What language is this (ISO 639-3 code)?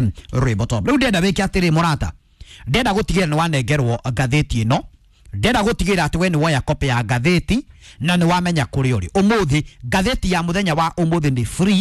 kik